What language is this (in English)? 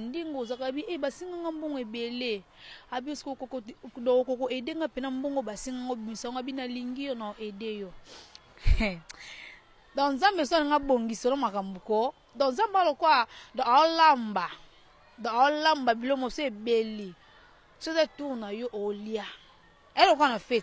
Lingala